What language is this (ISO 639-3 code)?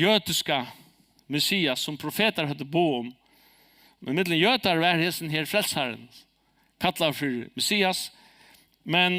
fao